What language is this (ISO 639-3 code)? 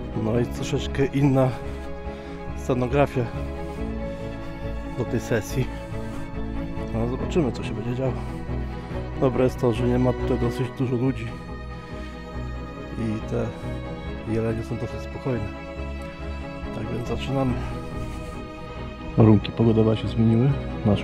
pol